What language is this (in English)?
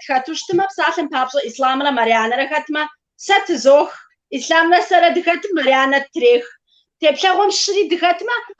Kabardian